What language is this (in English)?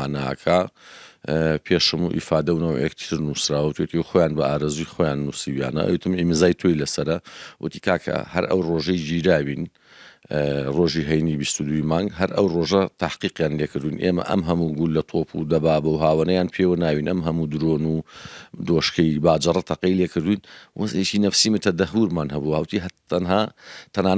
Central Kurdish